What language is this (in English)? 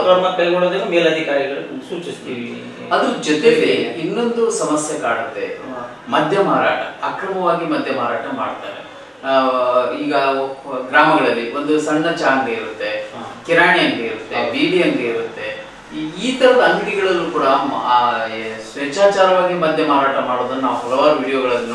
Kannada